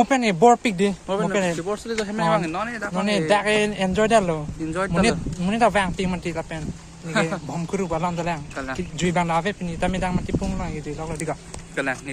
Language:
Karbi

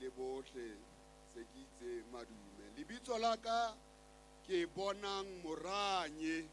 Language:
Southern Sotho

